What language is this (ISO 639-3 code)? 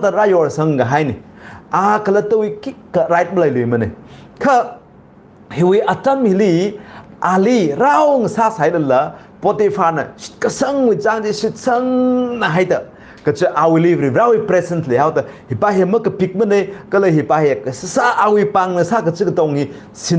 nmf